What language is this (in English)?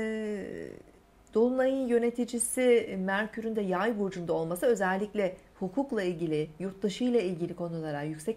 Turkish